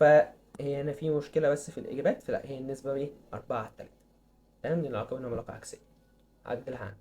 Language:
Egyptian Arabic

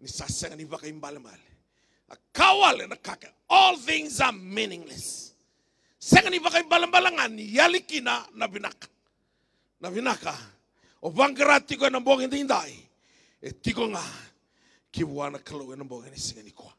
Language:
Fijian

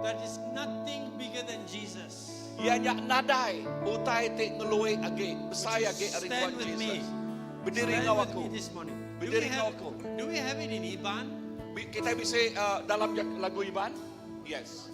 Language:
Iban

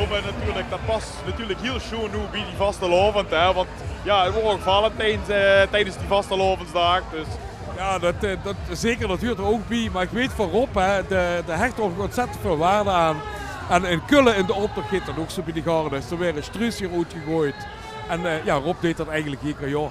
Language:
Limburgish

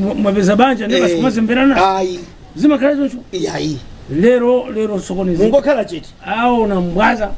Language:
Nyanja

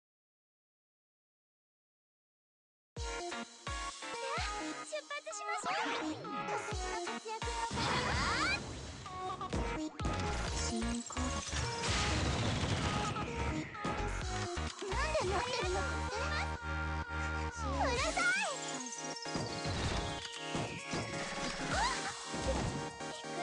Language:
Japanese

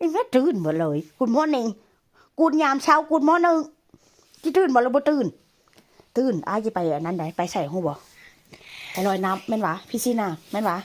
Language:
Northeastern Thai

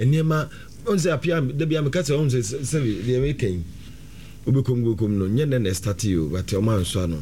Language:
Akan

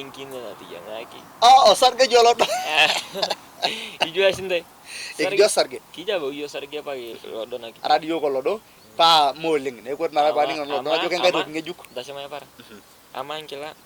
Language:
Masai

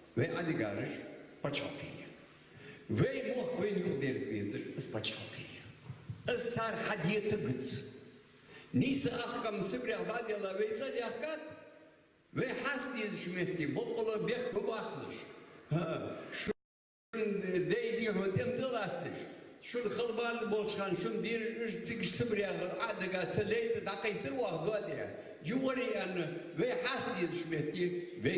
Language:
Ingush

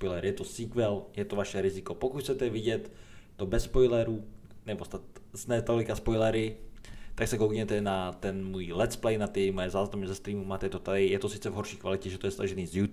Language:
Czech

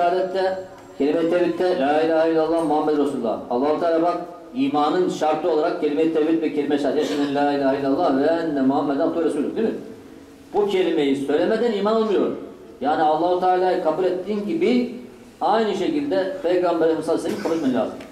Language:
Turkish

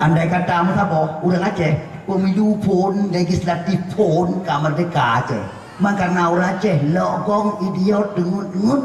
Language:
Achinese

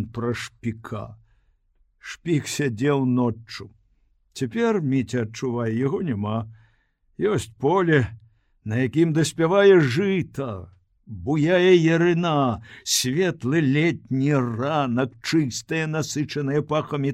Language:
Belarusian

